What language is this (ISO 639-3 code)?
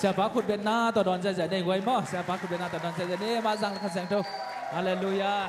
ctd